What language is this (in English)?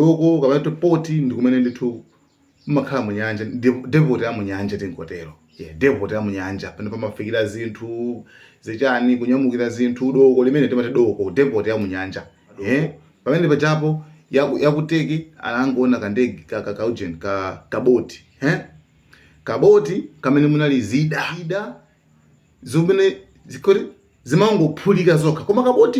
Nyanja